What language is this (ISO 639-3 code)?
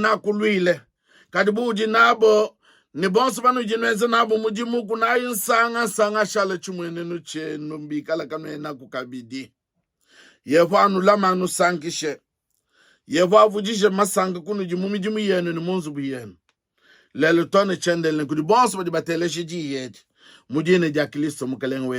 lua